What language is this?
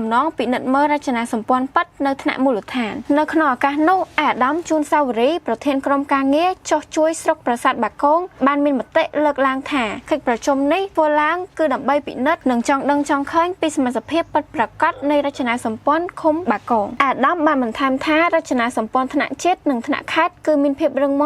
Khmer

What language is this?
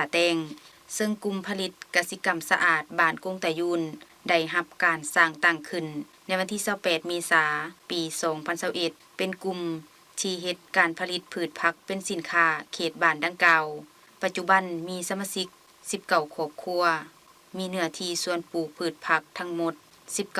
Lao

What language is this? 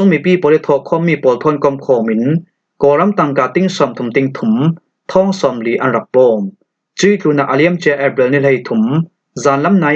Falam Chin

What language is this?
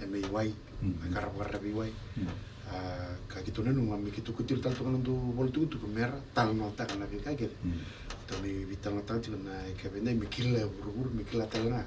Fijian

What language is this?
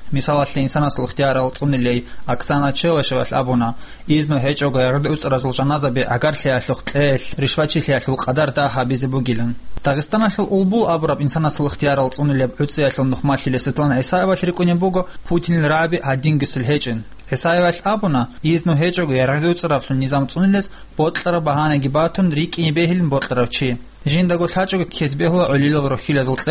Avaric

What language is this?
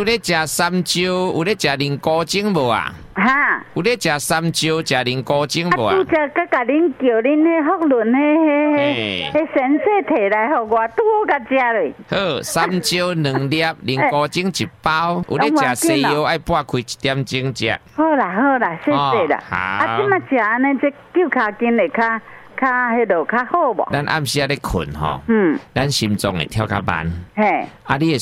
Min Nan Chinese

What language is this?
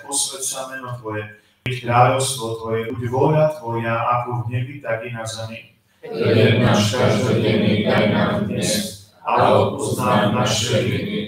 Slovak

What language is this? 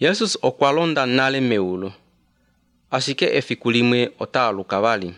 Albanian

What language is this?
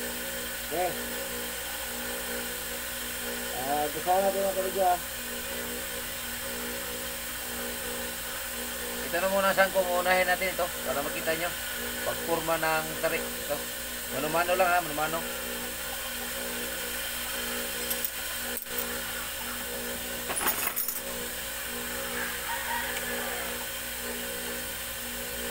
Filipino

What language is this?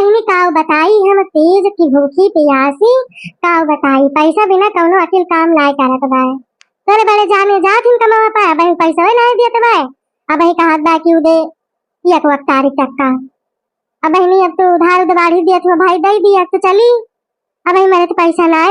Awadhi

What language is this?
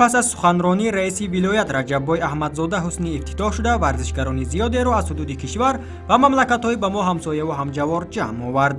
Tajik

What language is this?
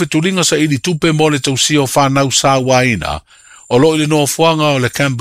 Samoan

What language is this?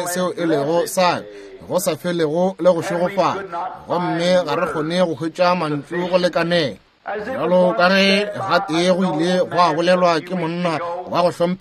Northern Sotho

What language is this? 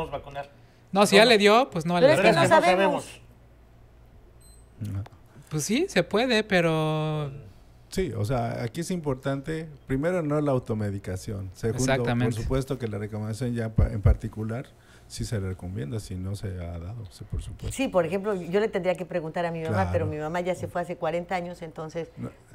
Spanish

